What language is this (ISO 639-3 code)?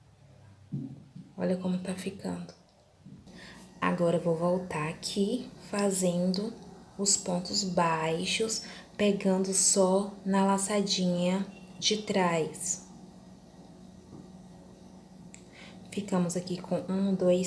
por